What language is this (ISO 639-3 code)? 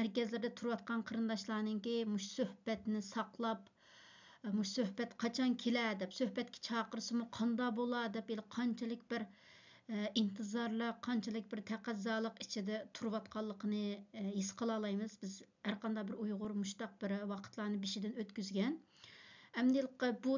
uig